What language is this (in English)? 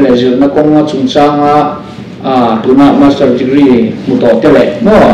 Mizo